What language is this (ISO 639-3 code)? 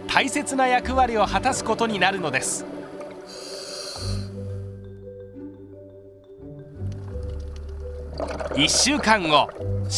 jpn